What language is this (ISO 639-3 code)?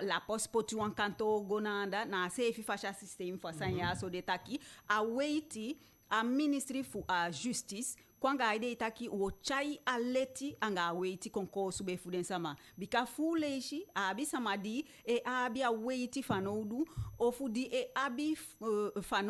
djk